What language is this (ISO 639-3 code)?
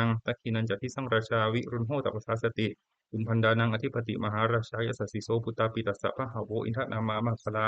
pli